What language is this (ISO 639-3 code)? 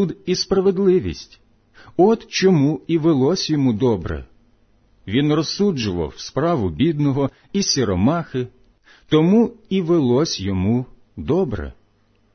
ukr